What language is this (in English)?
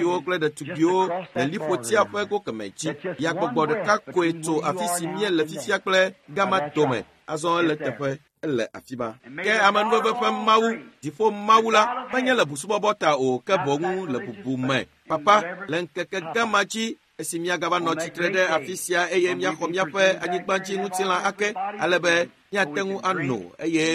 Ewe